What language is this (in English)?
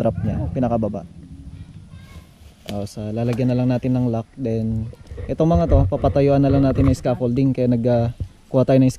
Filipino